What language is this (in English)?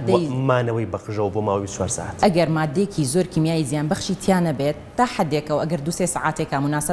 Central Kurdish